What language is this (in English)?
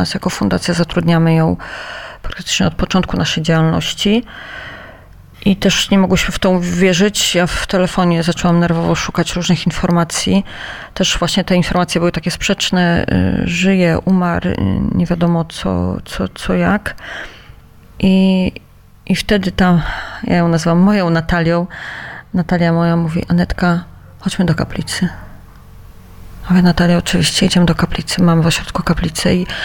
Polish